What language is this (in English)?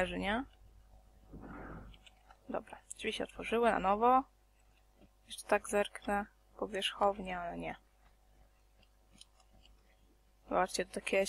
Polish